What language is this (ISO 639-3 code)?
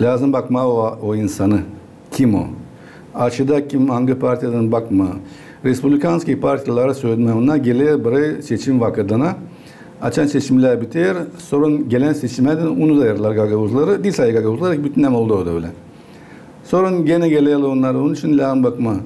gag